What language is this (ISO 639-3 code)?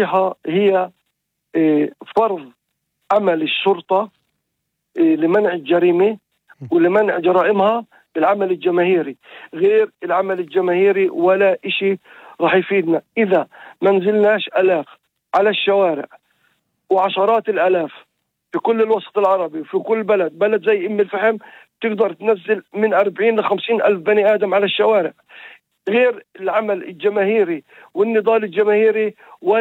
apc